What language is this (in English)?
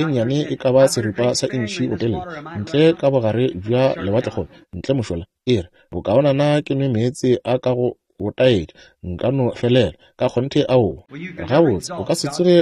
Northern Sotho